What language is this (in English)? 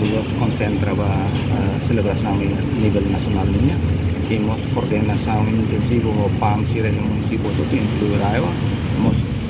Tetum